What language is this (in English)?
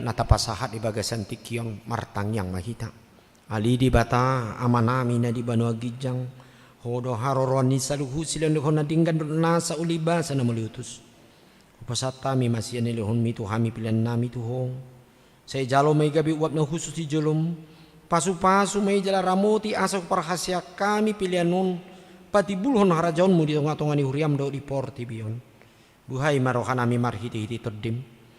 Batak Toba